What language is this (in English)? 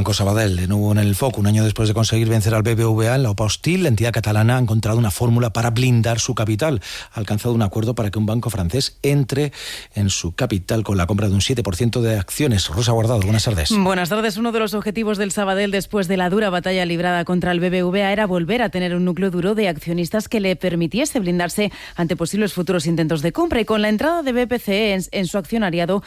Spanish